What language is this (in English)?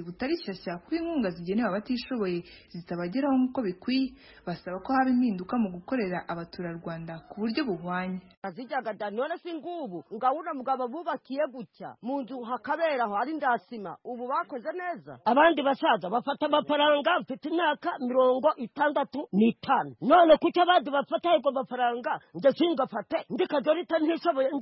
Kinyarwanda